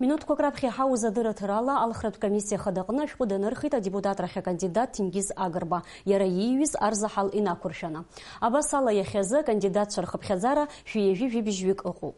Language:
Abkhazian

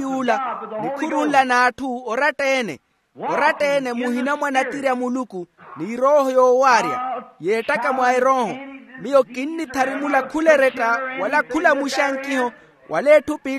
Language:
Makhuwa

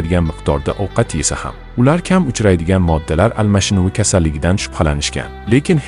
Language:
Uzbek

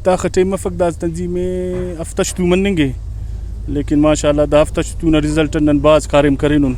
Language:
Brahui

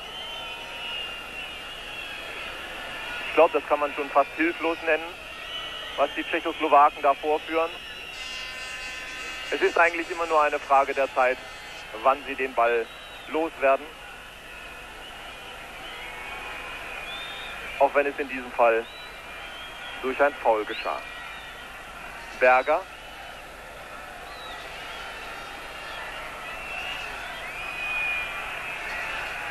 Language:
German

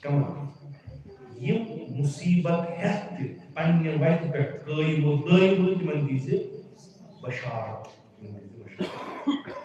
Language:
Kashmiri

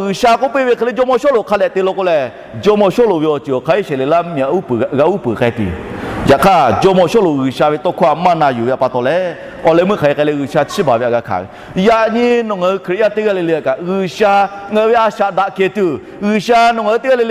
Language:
Lahu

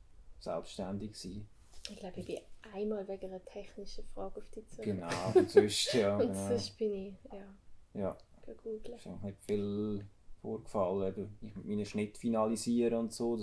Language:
Swiss German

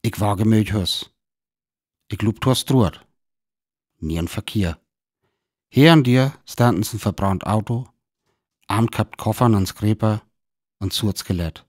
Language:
Northern Frisian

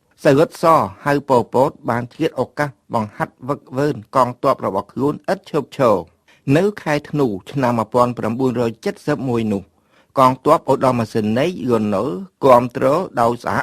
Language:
Khmer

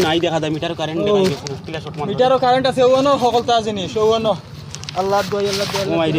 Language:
Sylheti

